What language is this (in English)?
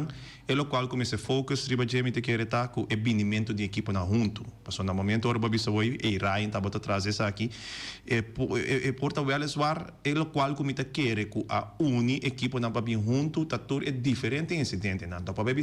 Papiamento